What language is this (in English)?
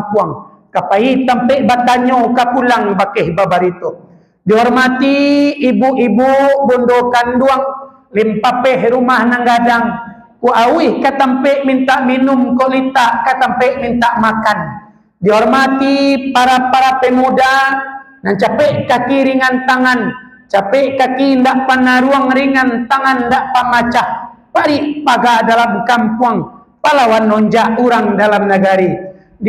Minangkabau